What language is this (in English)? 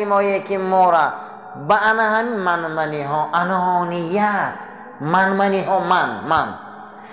Tajik